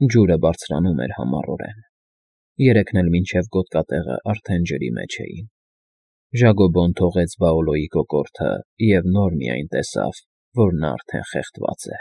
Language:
Armenian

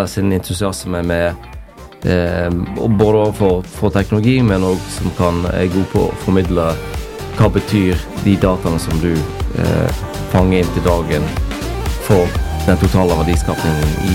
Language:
Norwegian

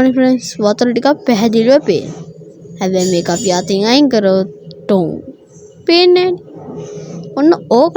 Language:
Sinhala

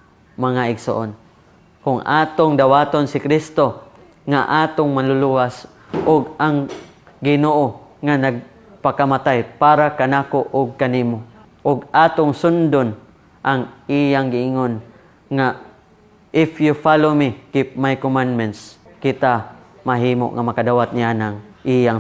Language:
Cebuano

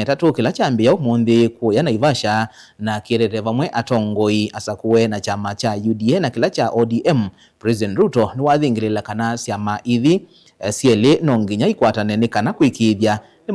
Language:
Kamba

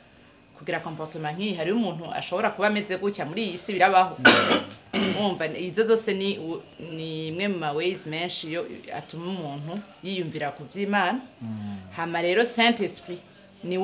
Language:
Rundi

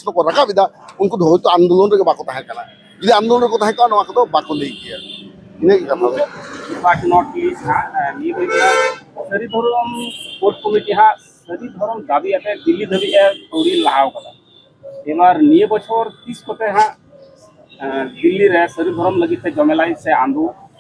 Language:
Santali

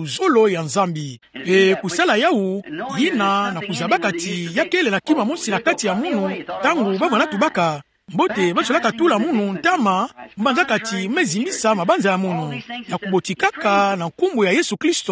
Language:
Kituba (Democratic Republic of Congo)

